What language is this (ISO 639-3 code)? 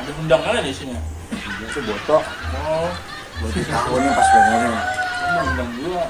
bjn